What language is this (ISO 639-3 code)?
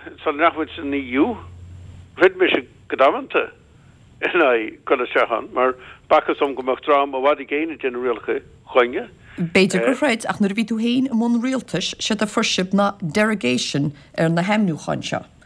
gle